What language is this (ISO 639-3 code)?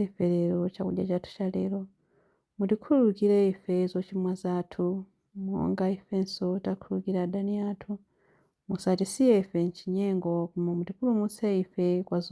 nya